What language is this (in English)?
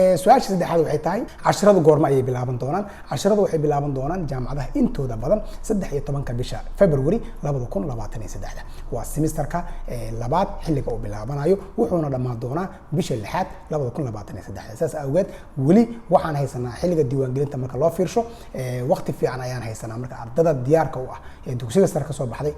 Somali